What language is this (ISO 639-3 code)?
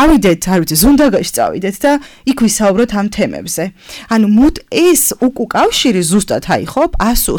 kat